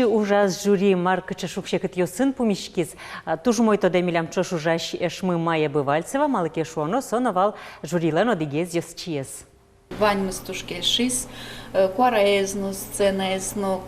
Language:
Udmurt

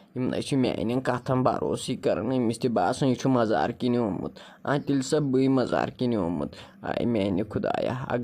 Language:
Kashmiri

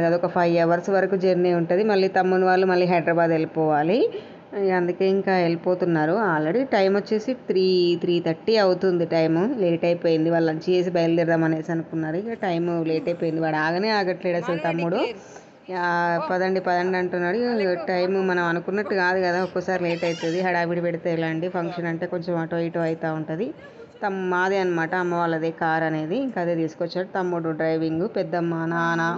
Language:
Telugu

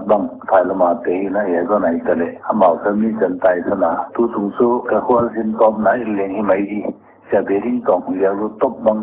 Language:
Paite Chin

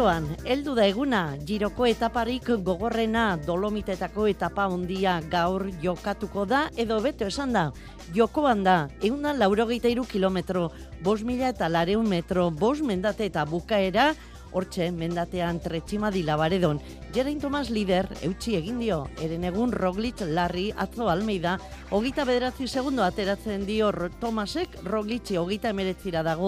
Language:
Basque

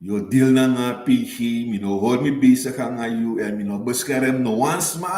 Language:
Sranan Tongo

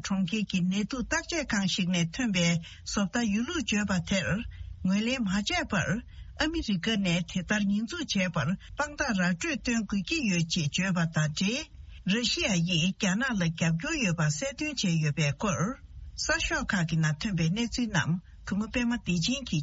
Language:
Tibetan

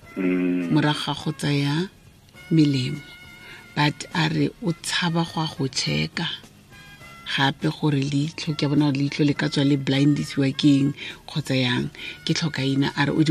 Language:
Tswana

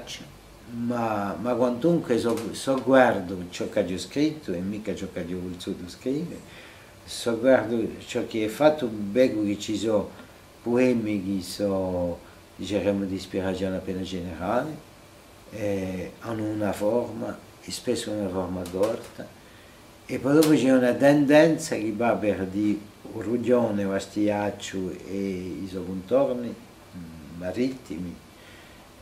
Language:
Corsican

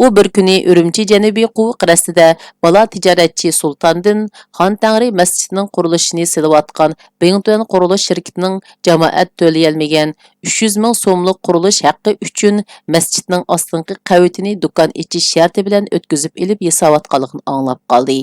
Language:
Uyghur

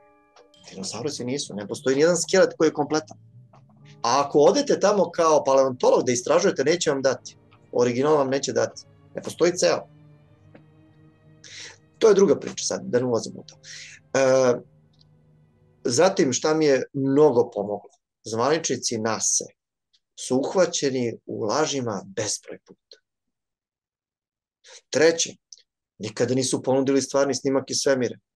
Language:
Serbian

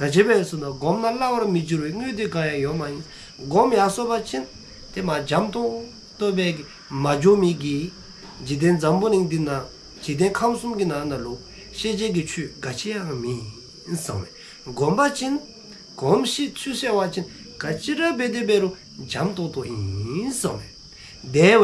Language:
Dzongkha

